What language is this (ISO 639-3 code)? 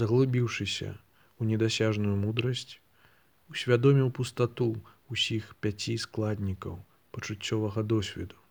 bel